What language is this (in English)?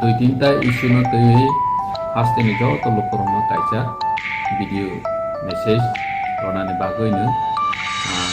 Riang (India)